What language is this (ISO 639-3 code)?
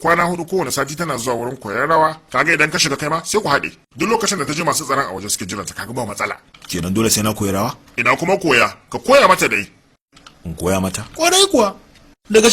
hau